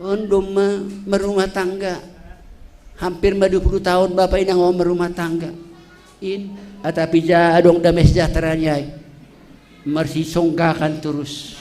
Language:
Batak Simalungun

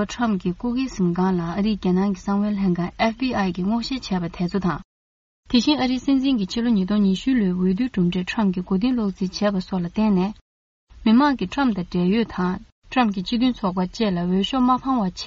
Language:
Tibetan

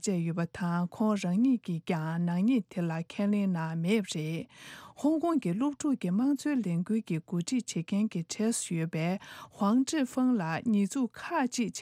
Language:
Tibetan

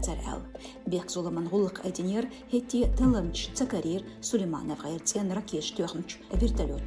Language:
Chechen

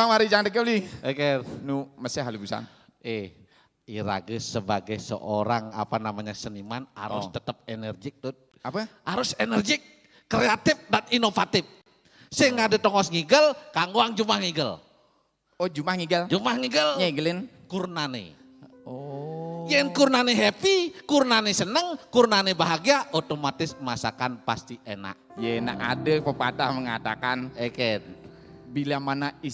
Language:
Balinese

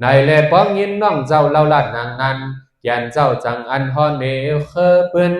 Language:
Shan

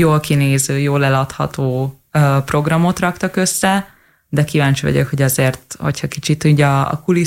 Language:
Hungarian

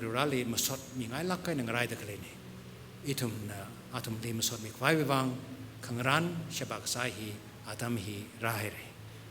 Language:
Tangkhul Naga (India)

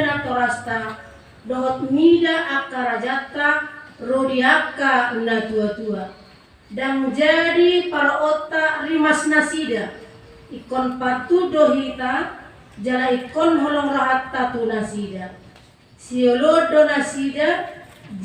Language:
Batak Toba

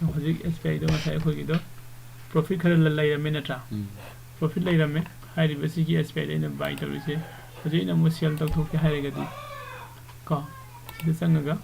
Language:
Manipuri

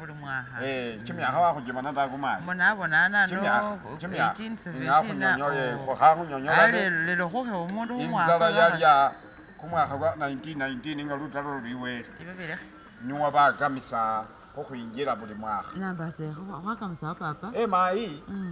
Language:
Masaaba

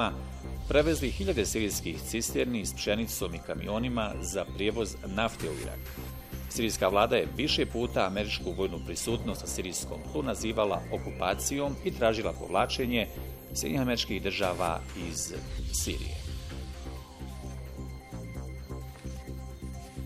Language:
Bosnian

